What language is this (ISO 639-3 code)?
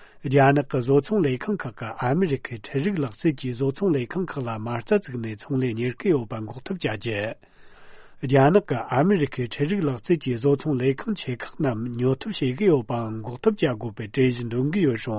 bod